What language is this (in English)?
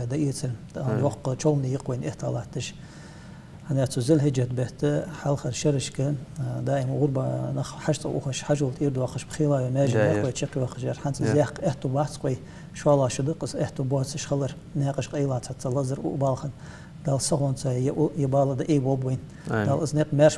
Ingush